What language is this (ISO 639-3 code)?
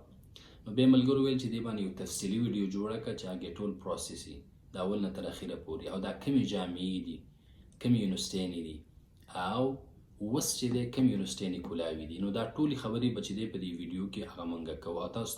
pus